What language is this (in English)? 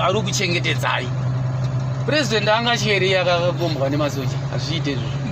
Shona